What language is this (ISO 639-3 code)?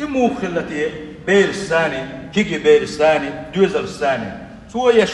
che